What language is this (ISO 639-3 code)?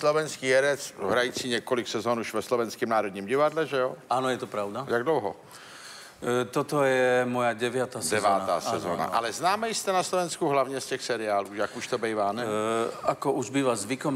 ces